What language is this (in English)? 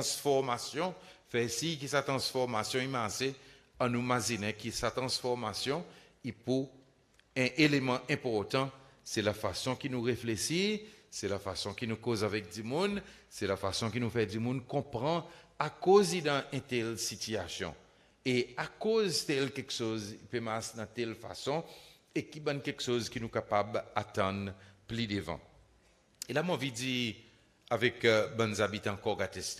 Seselwa Creole French